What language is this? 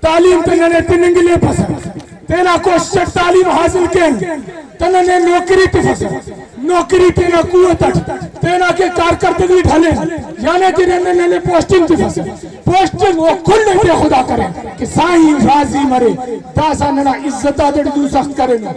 Brahui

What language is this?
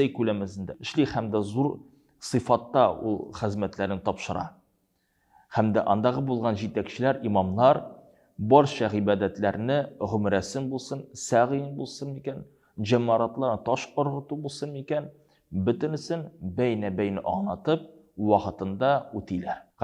Tatar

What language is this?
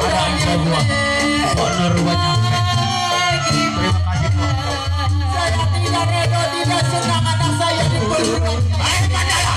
Betawi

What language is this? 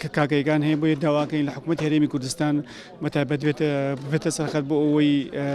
Central Kurdish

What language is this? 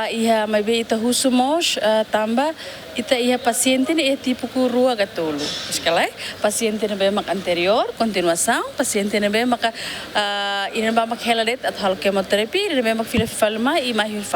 Tetum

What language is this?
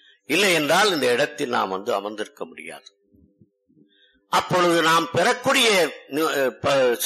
Tamil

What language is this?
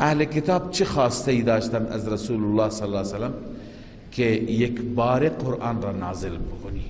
Persian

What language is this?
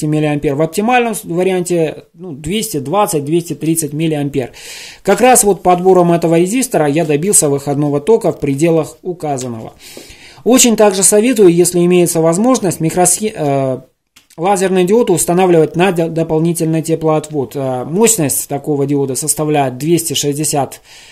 Russian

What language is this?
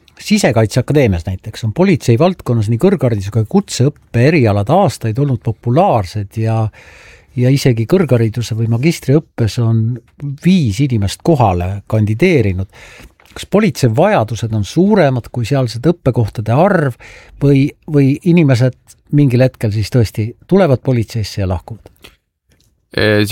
Estonian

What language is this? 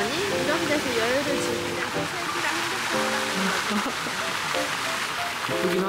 Korean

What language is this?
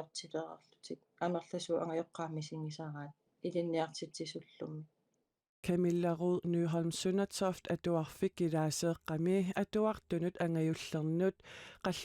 Kalaallisut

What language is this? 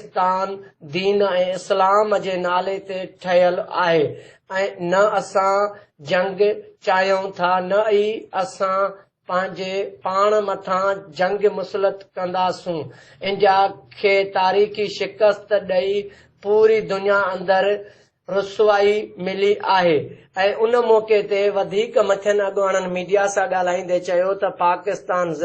Sindhi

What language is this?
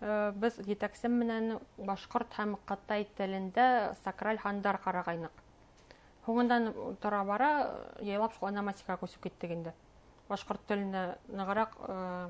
Bashkir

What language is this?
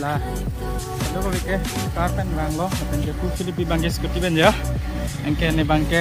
Karbi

